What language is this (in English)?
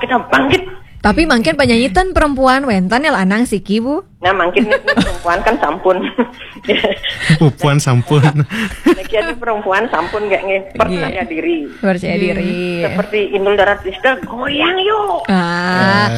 Balinese